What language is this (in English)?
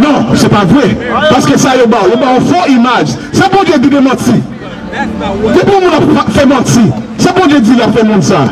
Haitian Creole